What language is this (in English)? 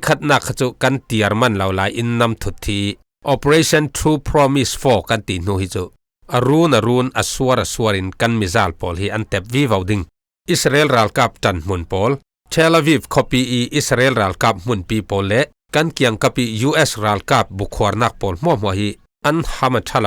Falam Chin